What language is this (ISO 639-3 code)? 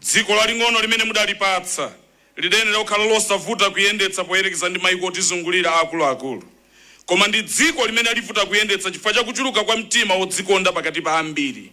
nya